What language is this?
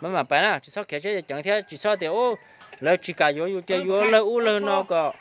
Hmong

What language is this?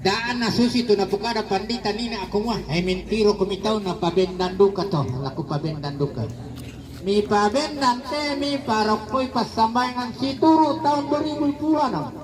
Toraja-Sa'dan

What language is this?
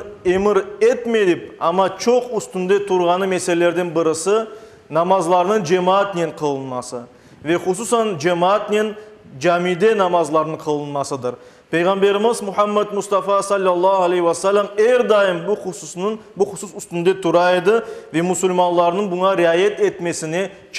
Crimean Tatar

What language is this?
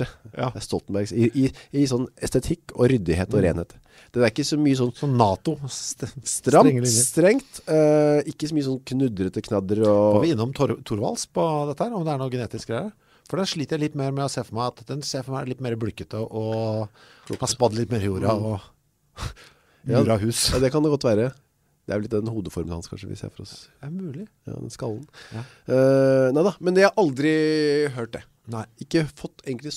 Norwegian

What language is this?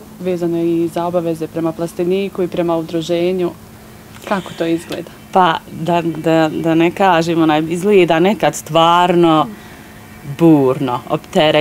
Bosnian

